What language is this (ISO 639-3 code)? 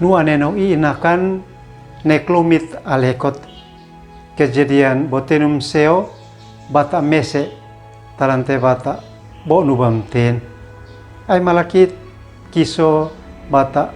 aoz